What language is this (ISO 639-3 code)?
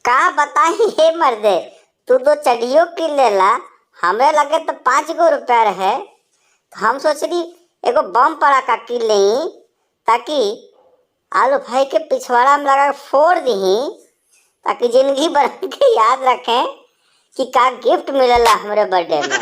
bho